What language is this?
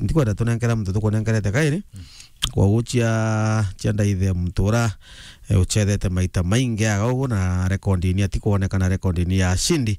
Meru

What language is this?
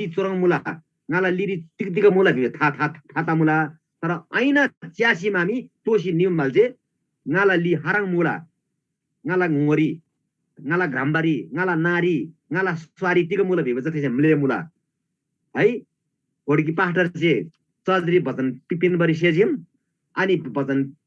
Eastern Tamang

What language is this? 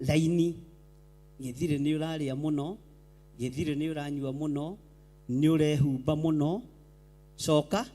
Kikuyu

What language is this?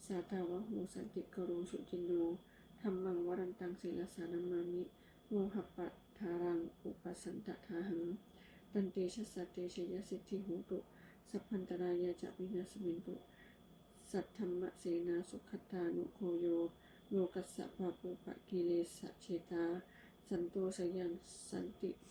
Pali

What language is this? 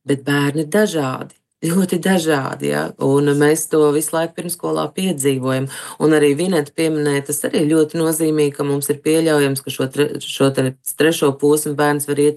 Latvian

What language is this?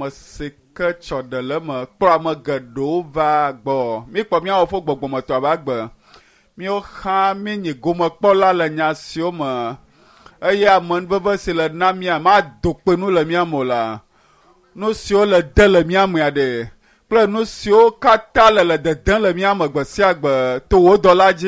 Ewe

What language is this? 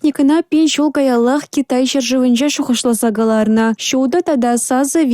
Chuvash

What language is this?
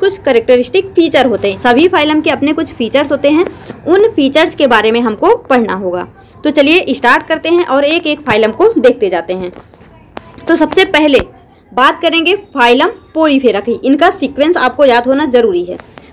Hindi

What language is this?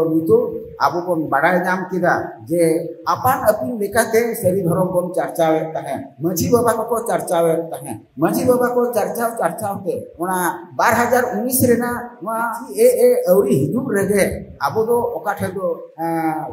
Santali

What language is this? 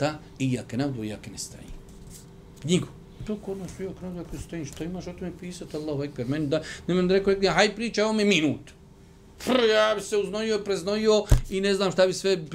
Bosnian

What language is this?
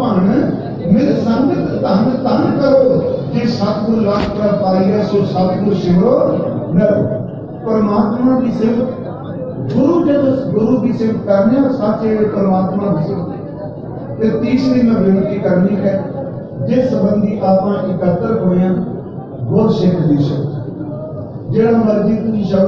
Punjabi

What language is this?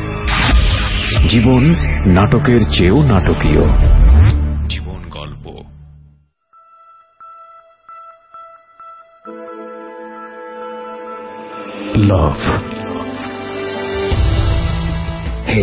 Bangla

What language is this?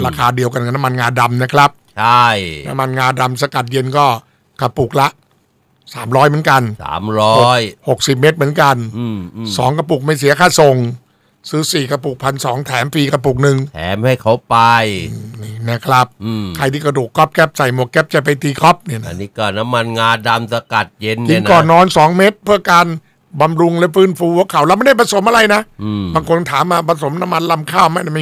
Thai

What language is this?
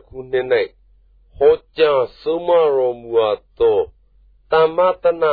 Burmese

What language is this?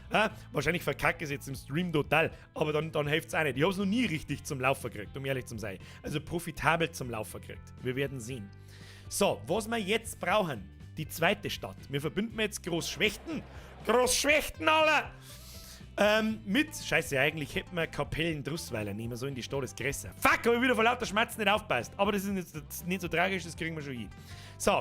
Bavarian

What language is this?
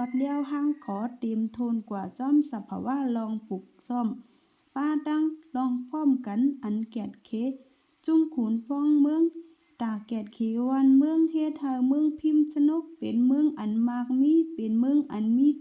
Shan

